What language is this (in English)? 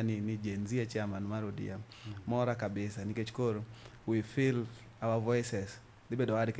Luo (Kenya and Tanzania)